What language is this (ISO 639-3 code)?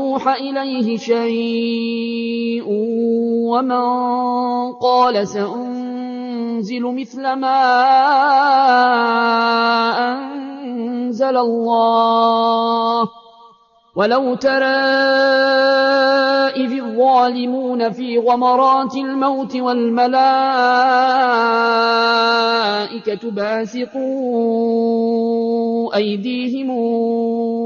ara